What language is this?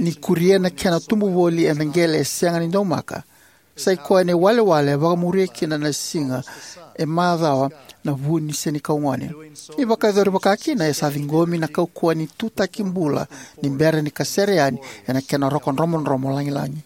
Fijian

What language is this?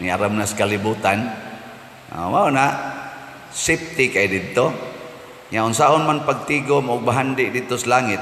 Cebuano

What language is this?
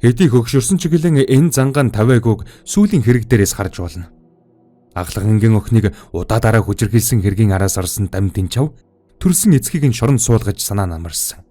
Mongolian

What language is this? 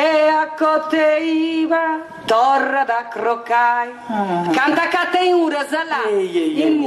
Sardinian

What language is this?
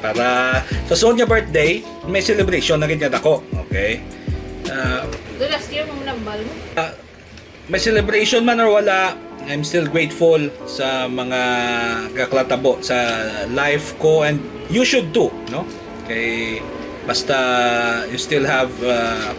Hiligaynon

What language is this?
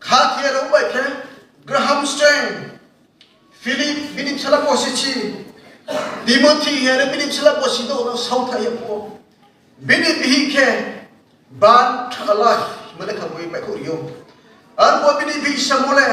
Riang (India)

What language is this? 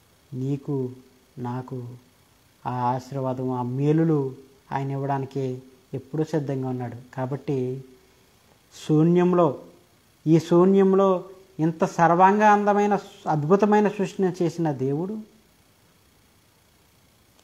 Telugu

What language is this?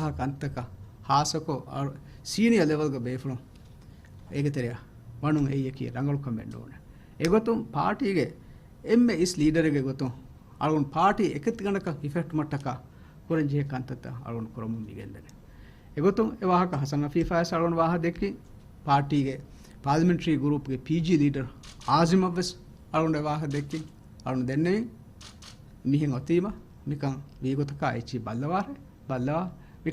Divehi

